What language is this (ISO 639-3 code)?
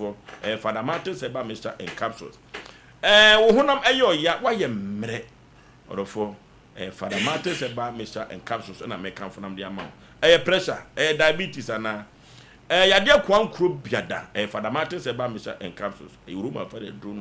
aka